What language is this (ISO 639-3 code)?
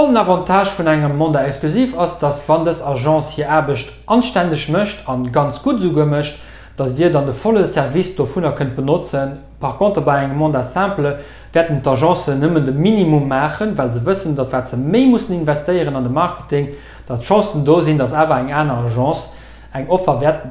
ltz